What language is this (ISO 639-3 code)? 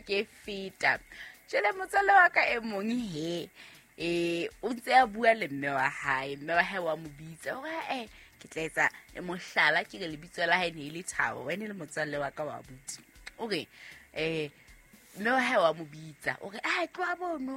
sot